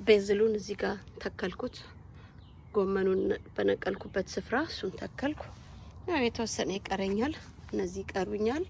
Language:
Amharic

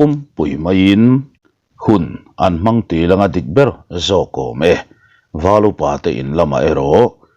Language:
Mizo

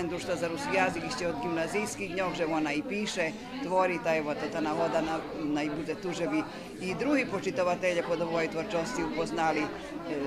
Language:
Rusyn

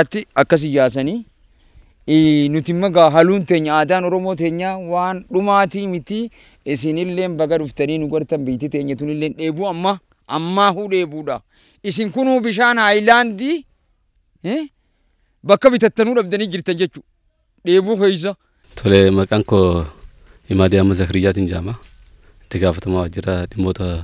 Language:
Oromo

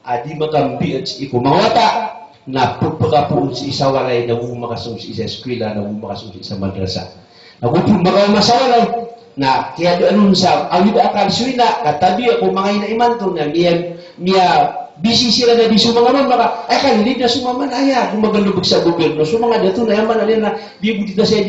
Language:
Maranao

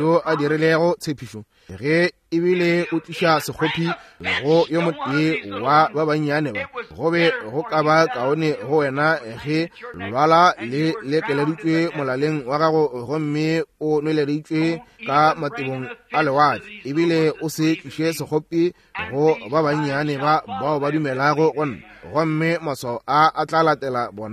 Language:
Northern Sotho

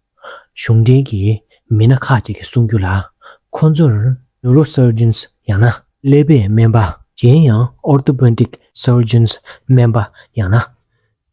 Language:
Tibetan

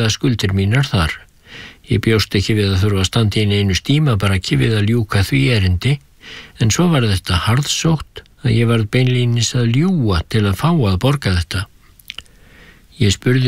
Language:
Icelandic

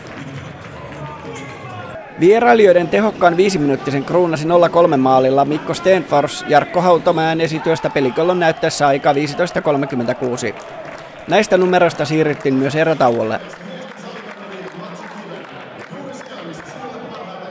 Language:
Finnish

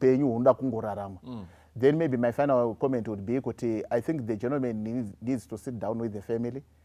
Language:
Shona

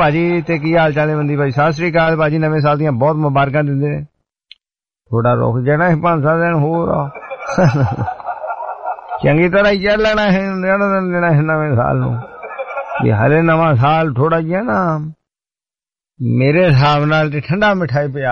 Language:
Punjabi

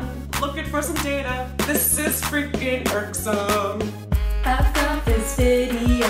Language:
English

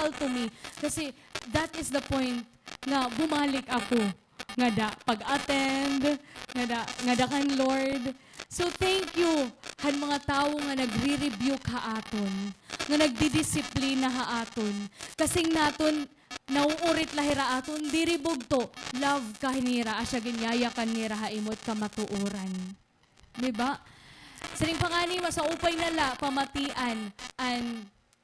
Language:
Waray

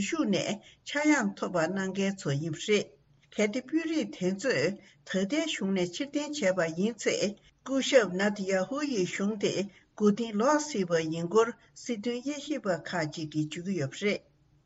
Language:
Tibetan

